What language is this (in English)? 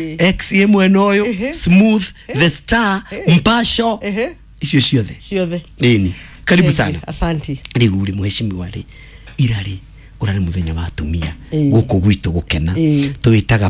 Kikuyu